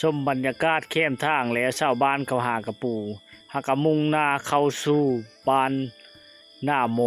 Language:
Lao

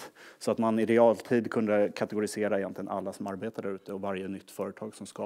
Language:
Swedish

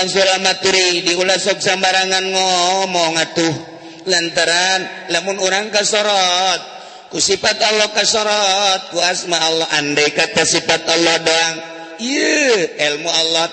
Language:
Sundanese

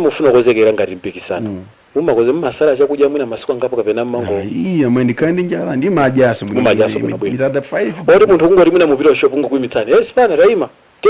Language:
Nyanja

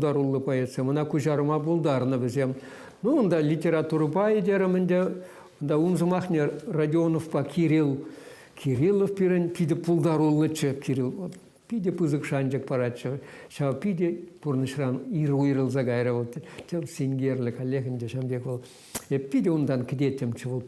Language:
Chuvash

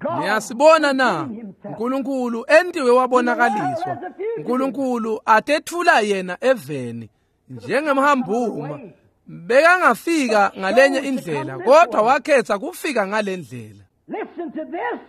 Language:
Swati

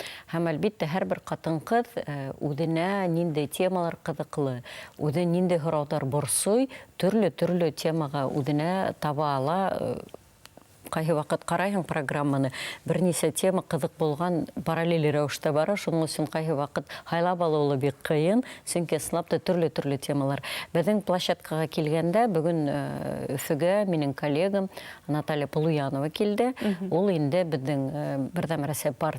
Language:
Bashkir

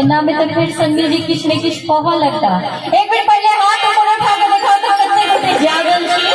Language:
Maithili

